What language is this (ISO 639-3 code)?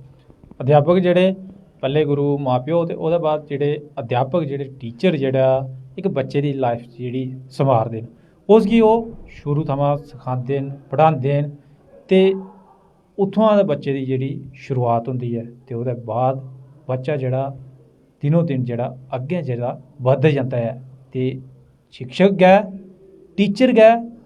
doi